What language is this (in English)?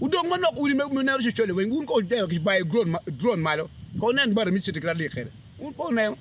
Acoli